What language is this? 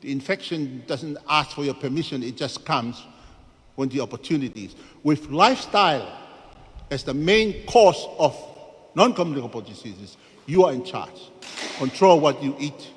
Tongan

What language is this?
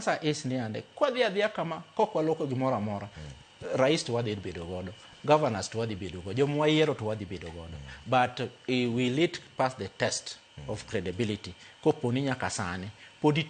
Luo (Kenya and Tanzania)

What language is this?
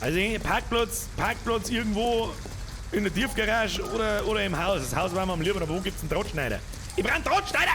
Bavarian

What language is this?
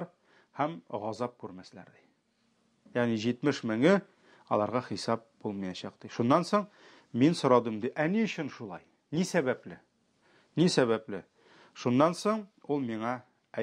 Tatar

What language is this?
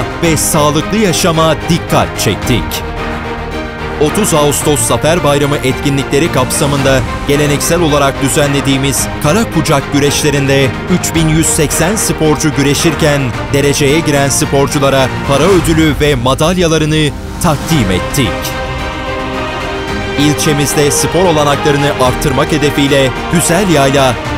Turkish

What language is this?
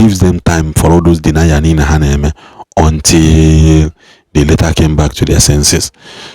Igbo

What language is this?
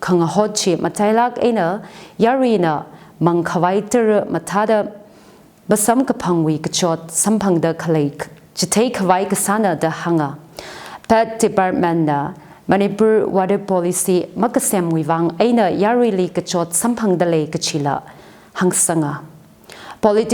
Tangkhul Naga (India)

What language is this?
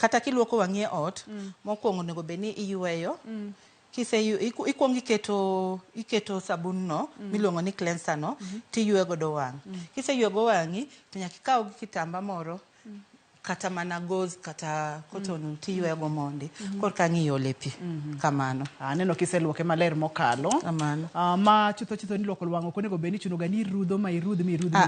Luo (Kenya and Tanzania)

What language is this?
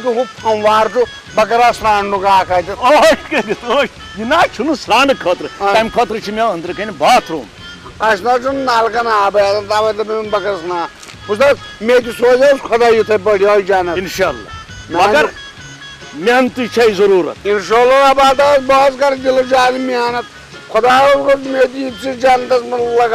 Kashmiri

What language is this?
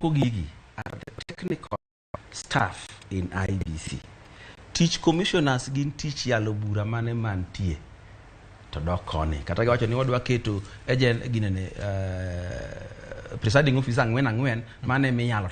Luo (Kenya and Tanzania)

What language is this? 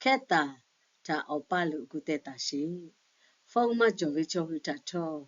Lahu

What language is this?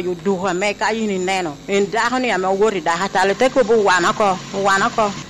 Lango (Uganda)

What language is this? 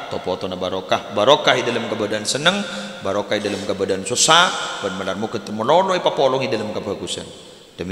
Madurese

